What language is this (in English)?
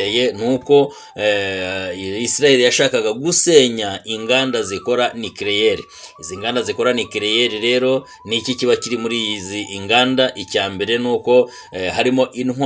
Kinyarwanda